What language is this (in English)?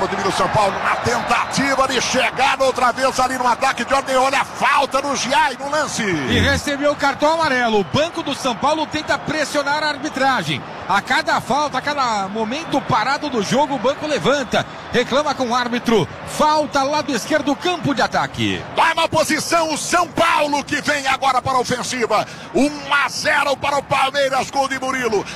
Portuguese